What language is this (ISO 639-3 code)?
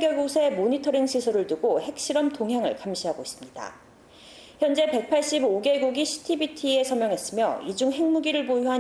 kor